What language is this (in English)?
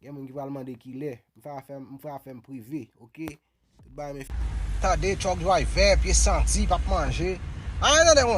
Haitian Creole